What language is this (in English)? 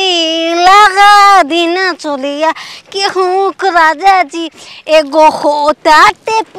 Bhojpuri